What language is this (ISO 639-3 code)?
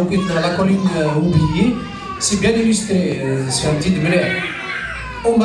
kab